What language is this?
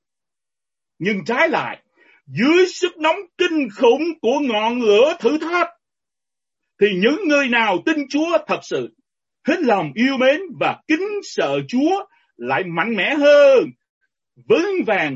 Vietnamese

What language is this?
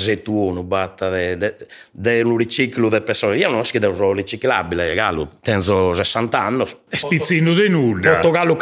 Sardinian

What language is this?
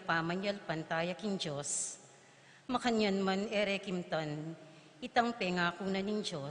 Pampanga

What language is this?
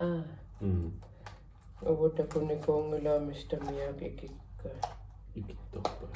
Kalaallisut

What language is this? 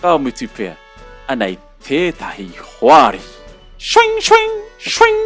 Māori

